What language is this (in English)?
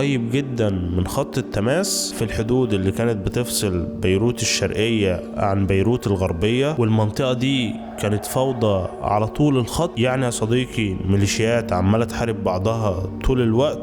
Egyptian Arabic